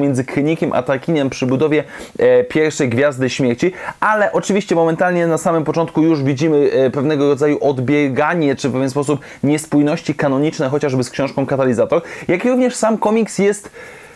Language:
Polish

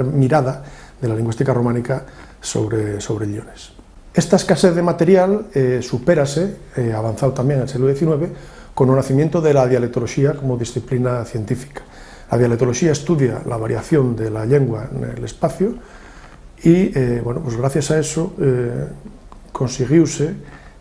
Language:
Asturian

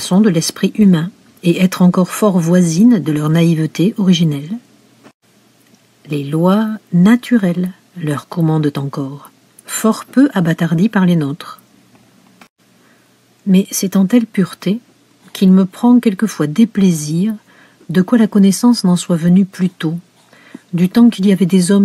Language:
French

